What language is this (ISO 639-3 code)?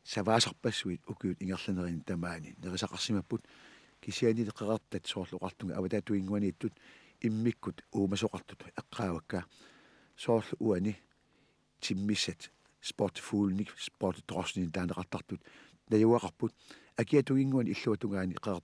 kal